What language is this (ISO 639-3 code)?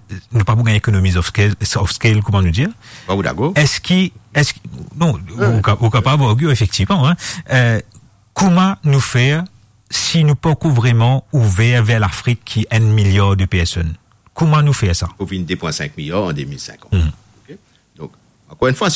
mfe